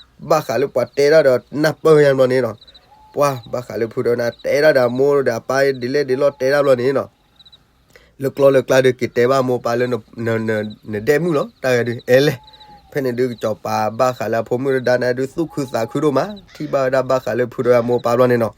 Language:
S'gaw Karen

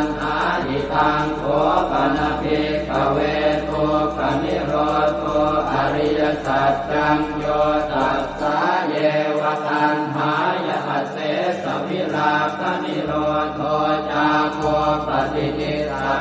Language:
Pali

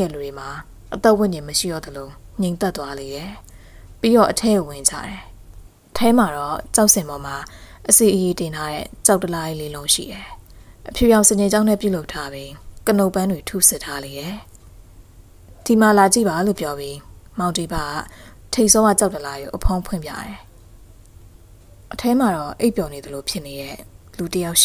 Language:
Burmese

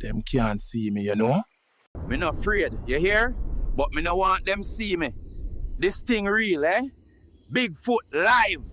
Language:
Jamaican Creole English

